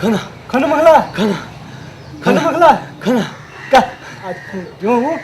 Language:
Newari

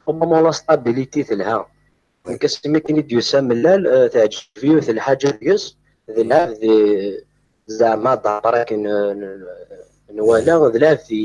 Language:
Kabyle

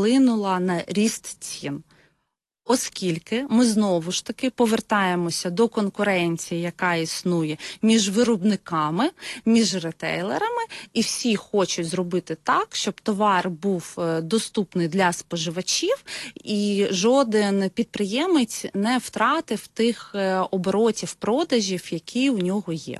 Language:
Ukrainian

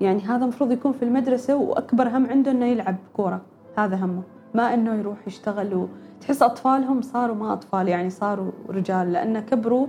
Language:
Gulf Arabic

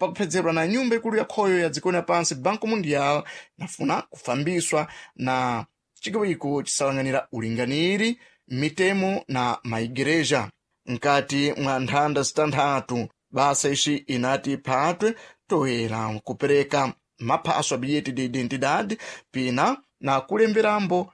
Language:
Sena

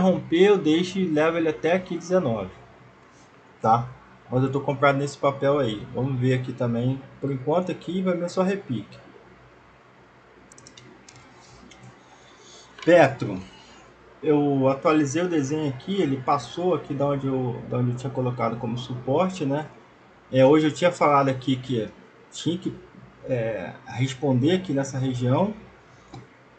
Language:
Portuguese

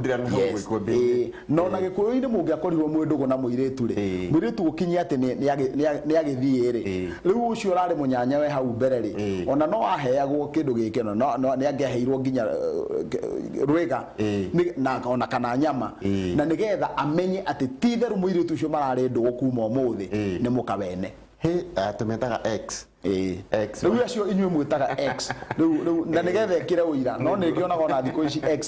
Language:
Kikuyu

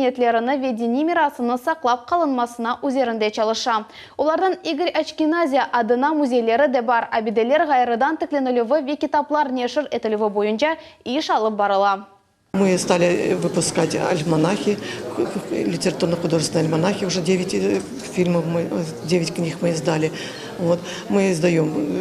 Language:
Crimean Tatar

